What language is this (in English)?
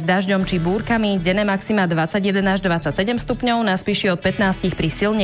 Slovak